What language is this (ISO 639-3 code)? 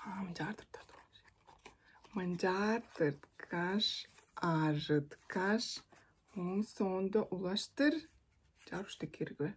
tyv